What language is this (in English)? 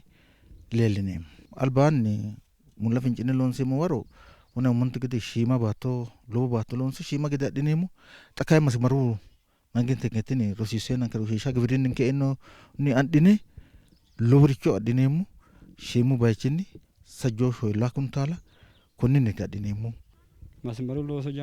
Sidamo